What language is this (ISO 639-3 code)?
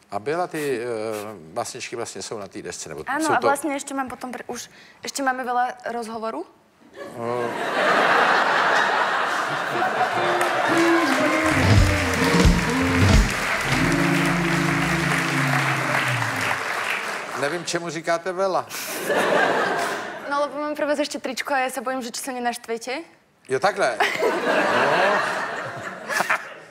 ces